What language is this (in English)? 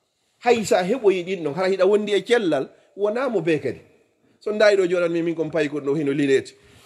Fula